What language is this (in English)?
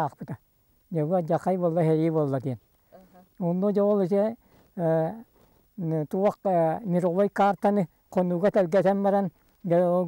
Yakut